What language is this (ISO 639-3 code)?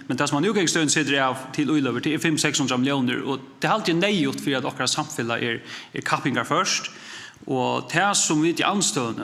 fao